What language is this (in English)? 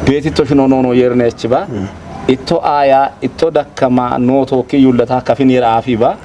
Kafa